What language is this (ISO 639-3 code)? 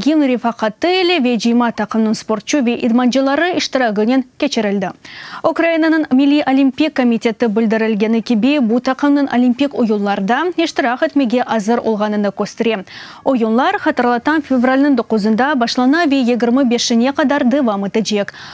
crh